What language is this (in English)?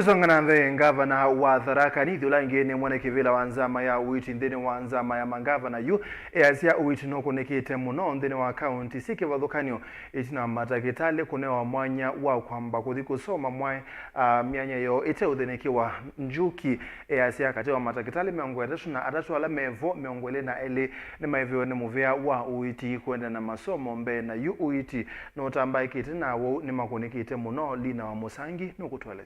Kamba